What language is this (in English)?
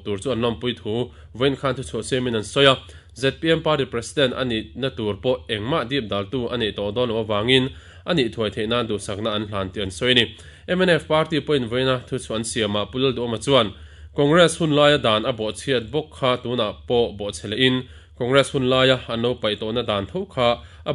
Mizo